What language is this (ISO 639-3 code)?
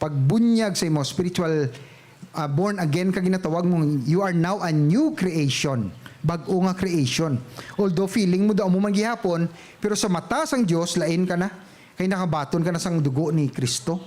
hil